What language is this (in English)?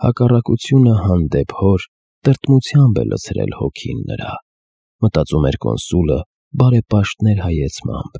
Armenian